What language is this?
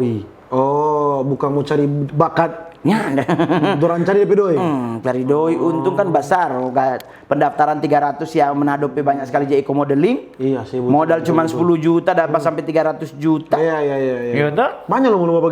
Manado Malay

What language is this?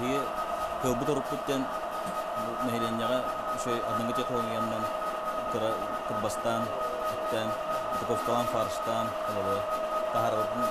Yakut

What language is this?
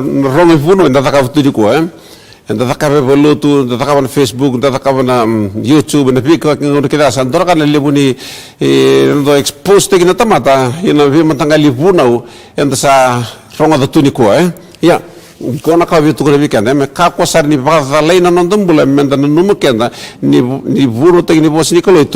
Fijian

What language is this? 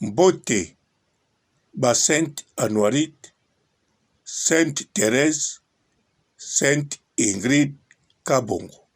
Lingala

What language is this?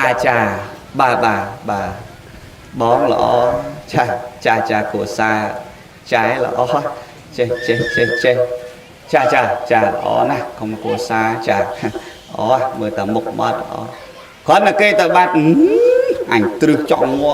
Khmer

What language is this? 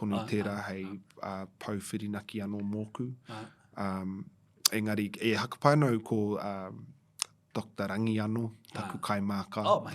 Māori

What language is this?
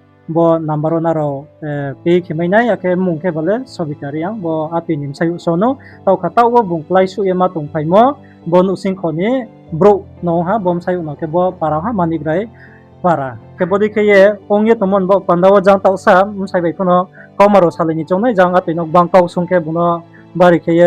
Riang (India)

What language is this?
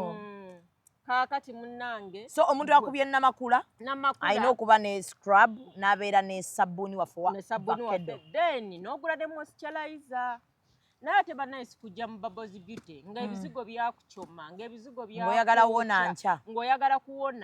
Ganda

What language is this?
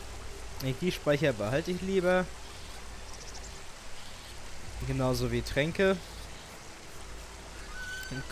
German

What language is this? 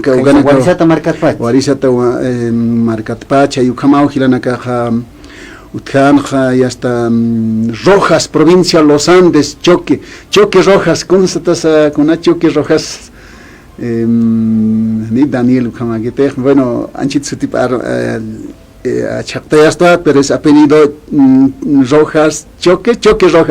Aymara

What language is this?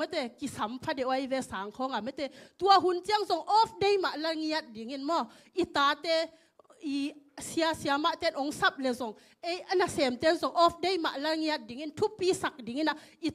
Tedim Chin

